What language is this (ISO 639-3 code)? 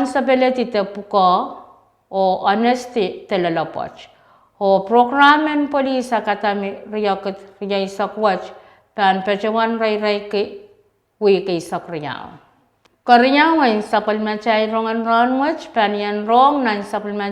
pon